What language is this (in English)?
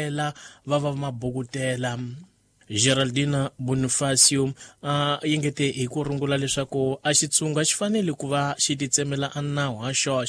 Tsonga